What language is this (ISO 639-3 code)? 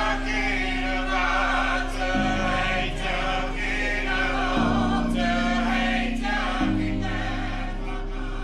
mri